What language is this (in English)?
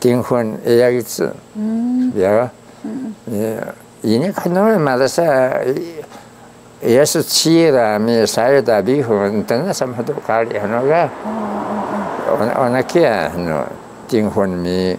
Taroko